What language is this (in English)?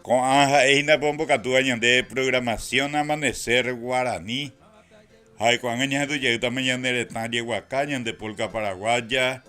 Guarani